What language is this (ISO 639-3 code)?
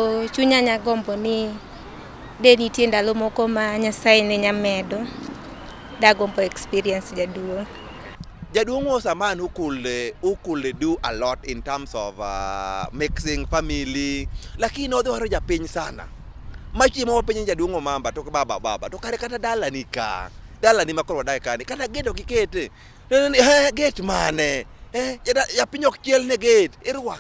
luo